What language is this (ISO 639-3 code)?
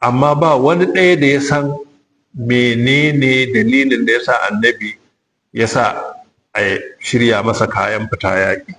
hau